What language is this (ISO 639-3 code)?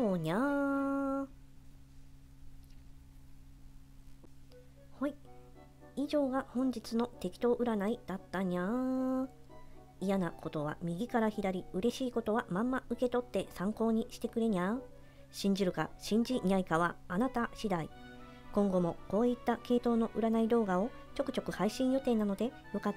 jpn